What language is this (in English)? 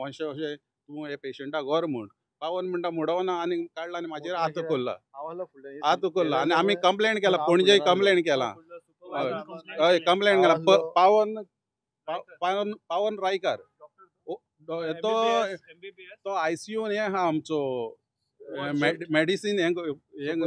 Konkani